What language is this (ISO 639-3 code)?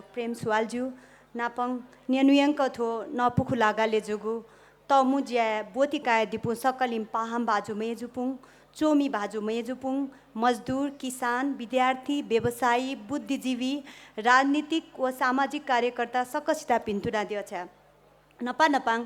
new